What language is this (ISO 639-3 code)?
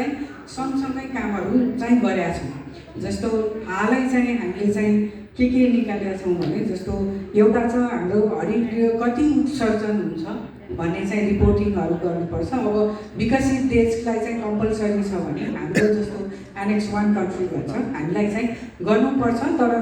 nep